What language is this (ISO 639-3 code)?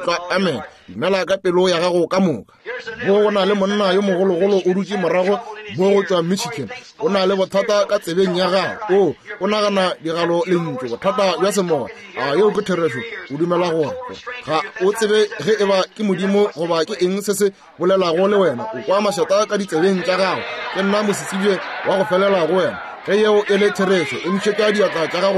nso